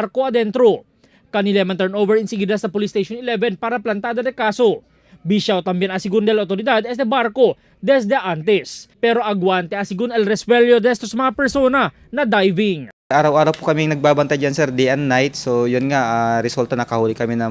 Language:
Chavacano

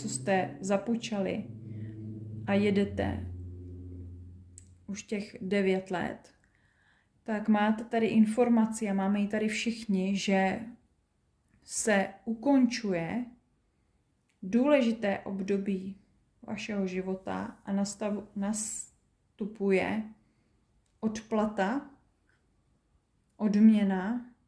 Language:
Czech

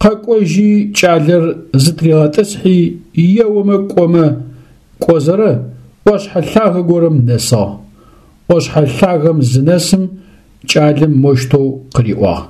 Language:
Adyghe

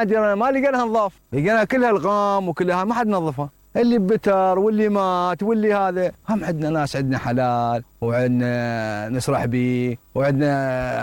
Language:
Mesopotamian Arabic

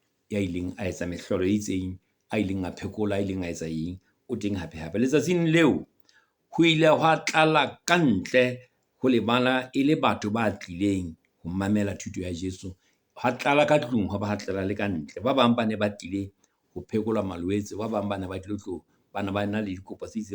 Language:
Southern Sotho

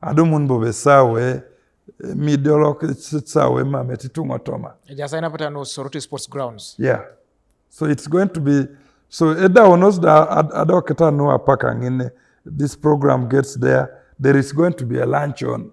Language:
Teso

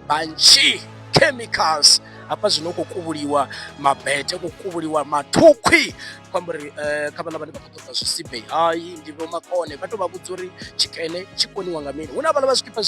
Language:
Venda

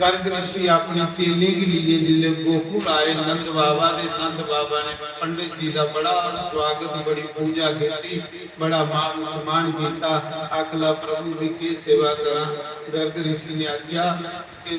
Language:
Dogri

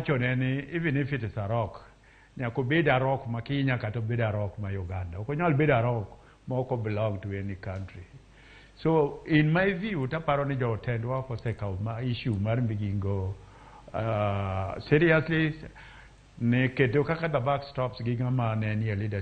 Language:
Luo (Kenya and Tanzania)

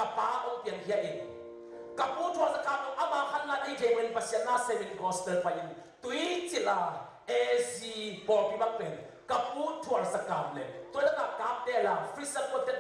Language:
Tedim Chin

